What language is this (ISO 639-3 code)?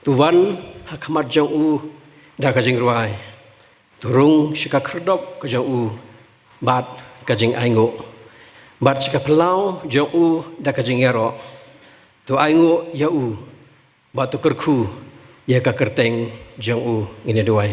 kha